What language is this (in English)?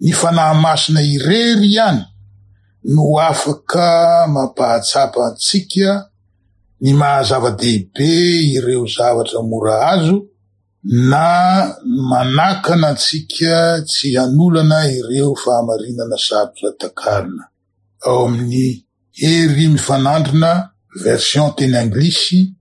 Malagasy